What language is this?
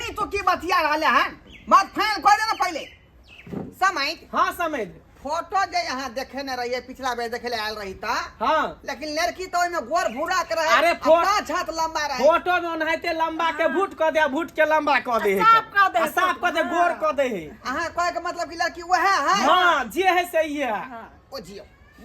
Maithili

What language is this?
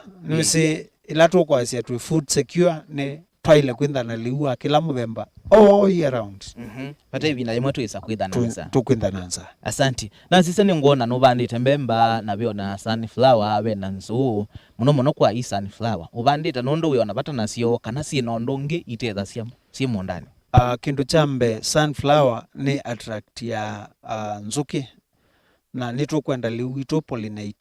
Kamba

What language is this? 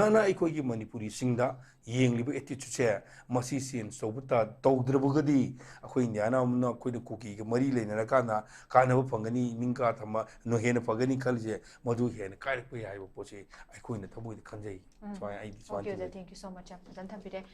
Manipuri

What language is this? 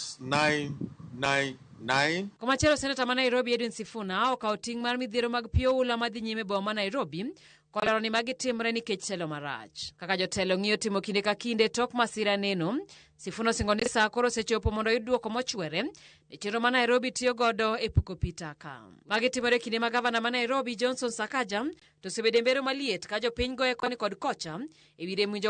Luo (Kenya and Tanzania)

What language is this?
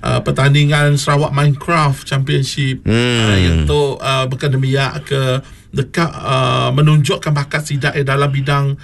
Iban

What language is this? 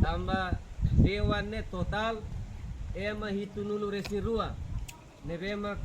Tetum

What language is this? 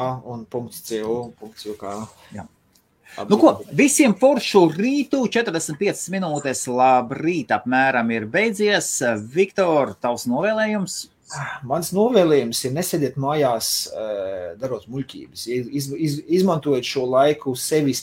Latvian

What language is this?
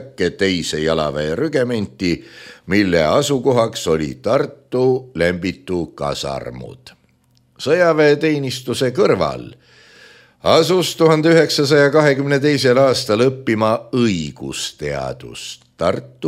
Estonian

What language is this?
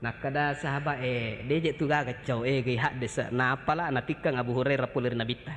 Buginese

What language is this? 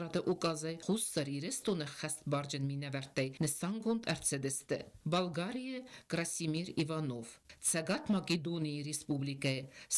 Ossetic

